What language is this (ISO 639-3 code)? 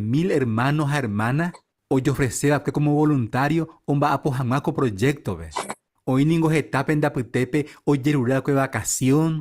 grn